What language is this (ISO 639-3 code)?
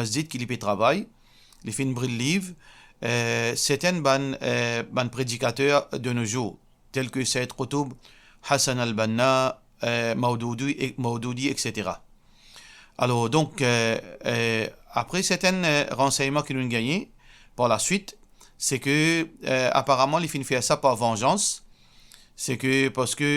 mfe